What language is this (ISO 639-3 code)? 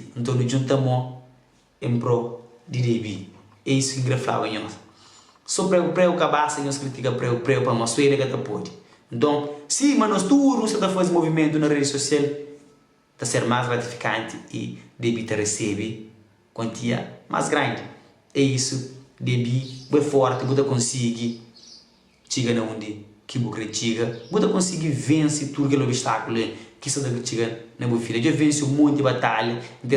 kea